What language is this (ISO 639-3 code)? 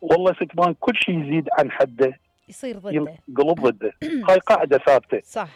acm